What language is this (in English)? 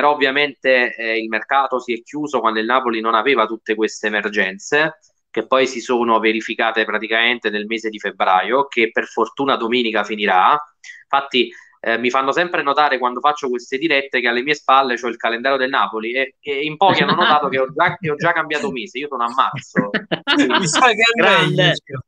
Italian